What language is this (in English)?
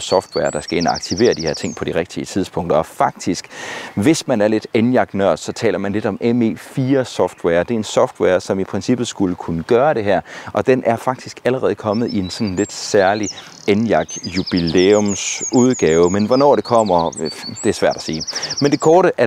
Danish